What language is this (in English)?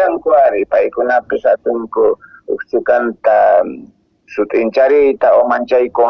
Quechua